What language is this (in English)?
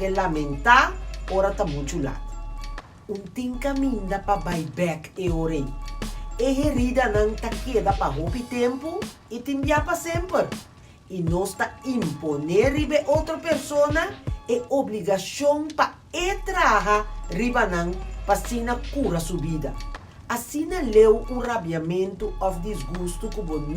Papiamento